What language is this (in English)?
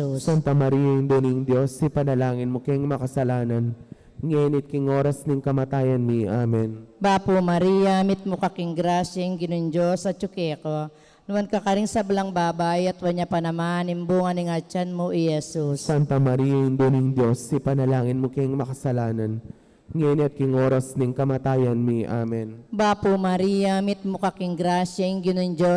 Pampanga